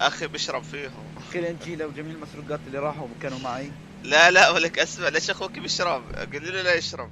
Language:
North Levantine Arabic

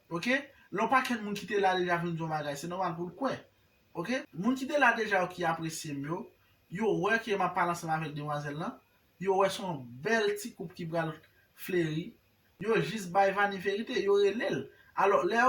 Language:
Haitian Creole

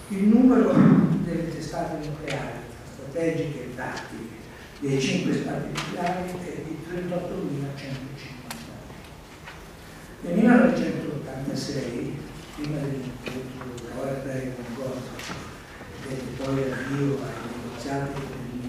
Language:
Italian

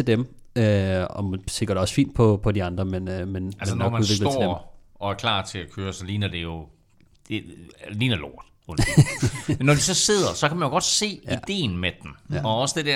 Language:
Danish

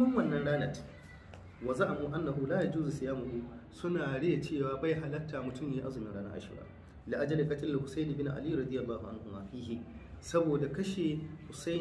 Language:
Hausa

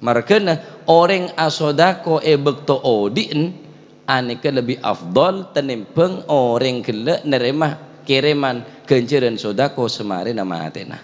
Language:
Madurese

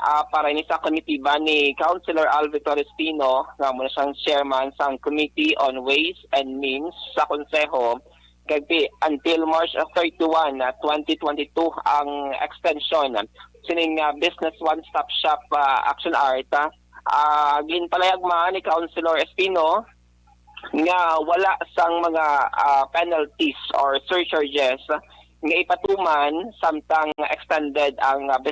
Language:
Hiligaynon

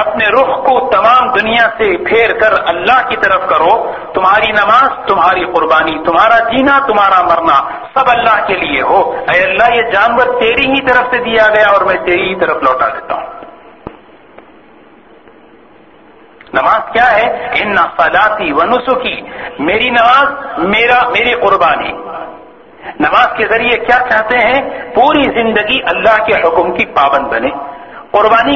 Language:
Urdu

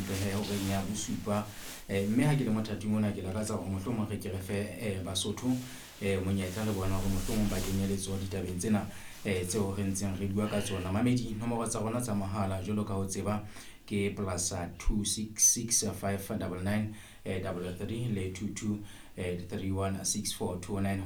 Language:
Southern Sotho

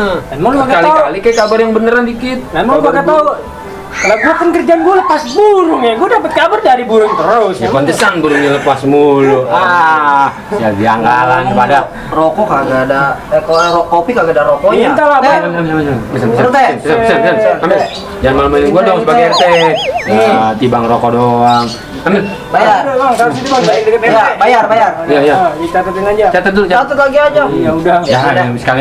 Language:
Betawi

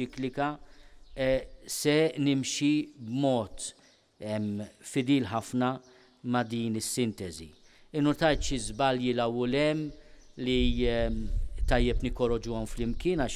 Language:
Maltese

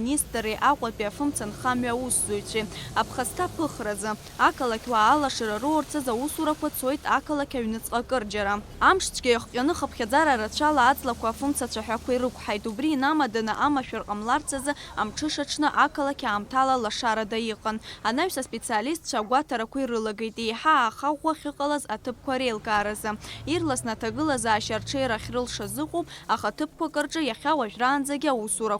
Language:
Abkhazian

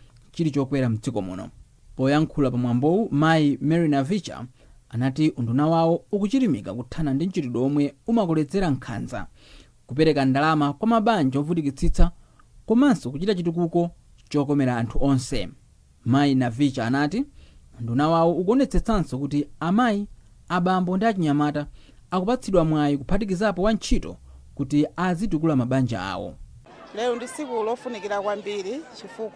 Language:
Nyanja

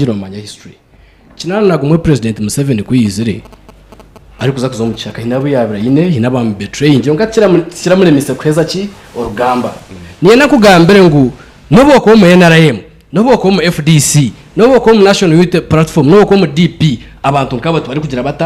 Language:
Nyankole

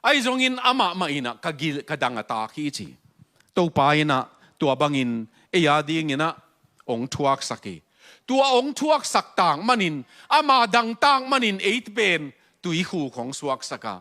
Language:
Tedim Chin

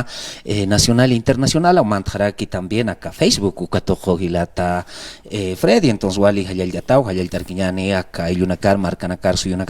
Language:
Aymara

